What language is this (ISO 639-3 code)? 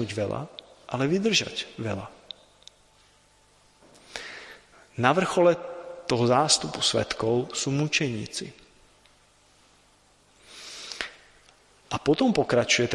slk